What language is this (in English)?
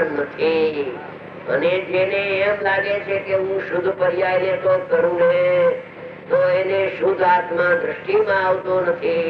Gujarati